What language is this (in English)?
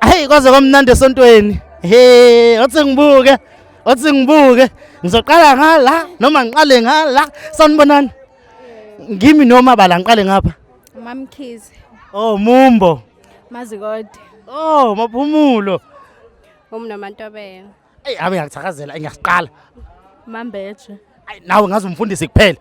Zulu